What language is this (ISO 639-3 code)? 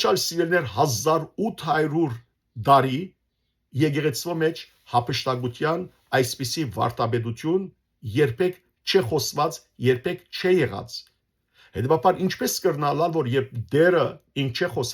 hyw